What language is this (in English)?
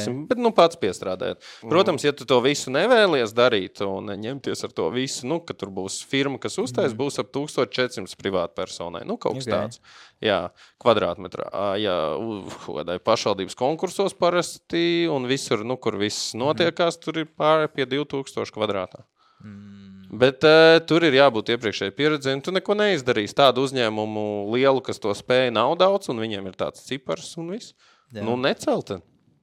Latvian